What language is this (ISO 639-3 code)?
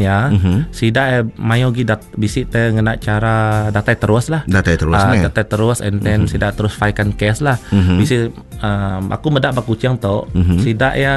iba